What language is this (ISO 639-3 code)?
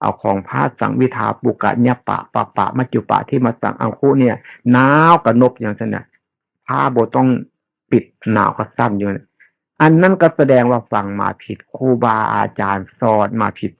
tts